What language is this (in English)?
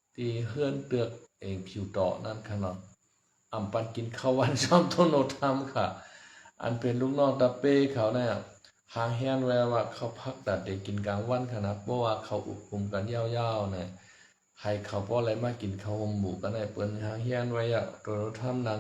Shan